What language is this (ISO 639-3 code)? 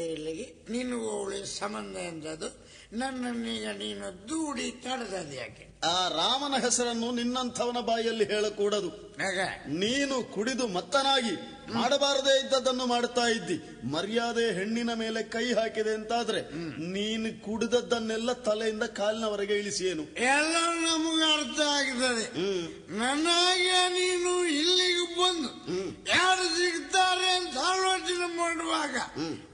kan